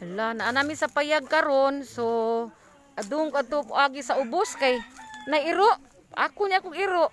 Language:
Cebuano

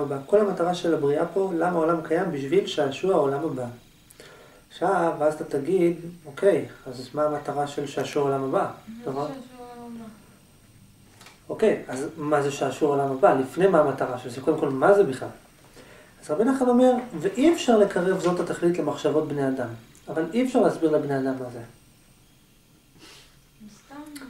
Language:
Hebrew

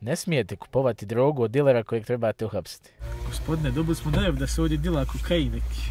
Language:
Bosnian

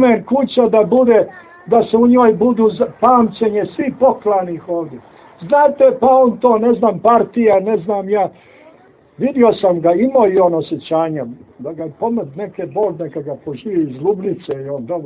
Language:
Serbian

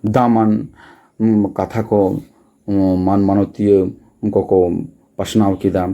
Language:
Santali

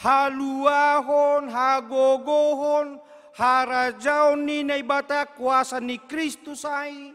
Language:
Batak Simalungun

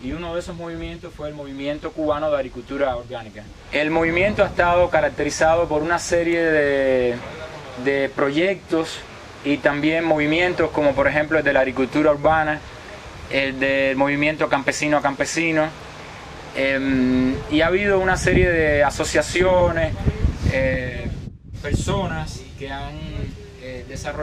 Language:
Spanish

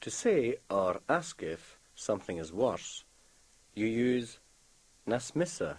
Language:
Scottish Gaelic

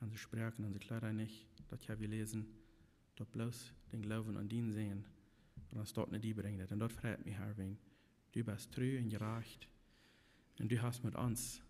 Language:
Plautdietsch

